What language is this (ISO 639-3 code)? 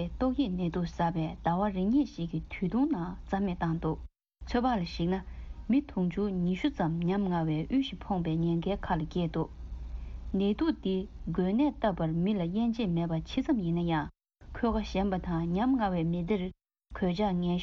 bod